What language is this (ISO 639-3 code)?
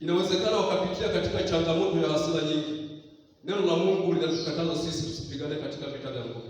swa